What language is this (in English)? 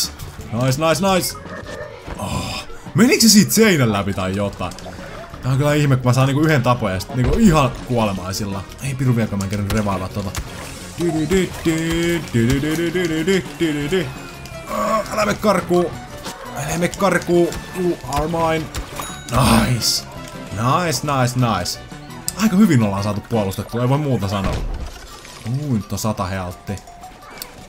Finnish